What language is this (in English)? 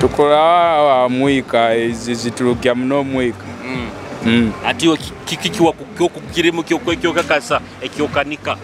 Nyoro